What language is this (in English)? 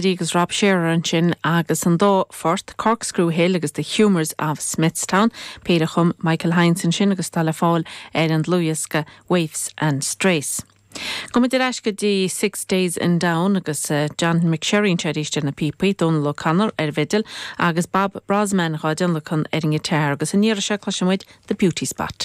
Irish